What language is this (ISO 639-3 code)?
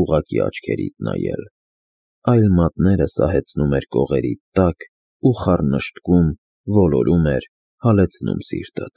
hye